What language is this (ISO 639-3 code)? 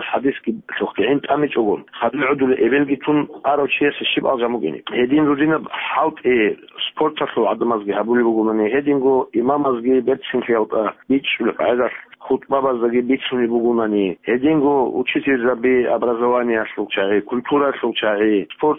ava